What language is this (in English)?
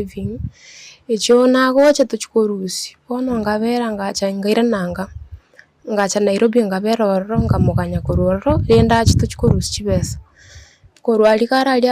Gusii